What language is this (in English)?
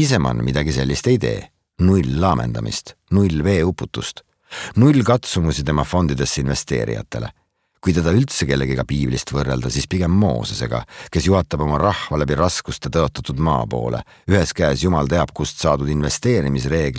Estonian